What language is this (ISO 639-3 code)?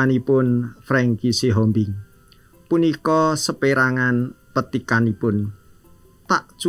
jav